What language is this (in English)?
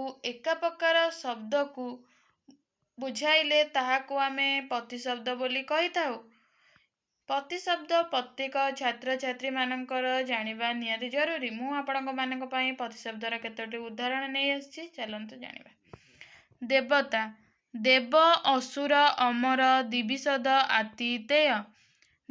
Odia